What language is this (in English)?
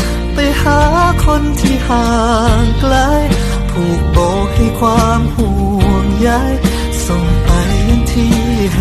Thai